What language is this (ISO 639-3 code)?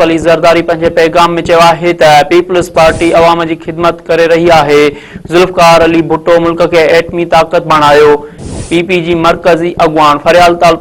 snd